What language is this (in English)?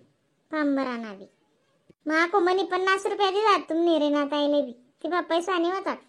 Khandesi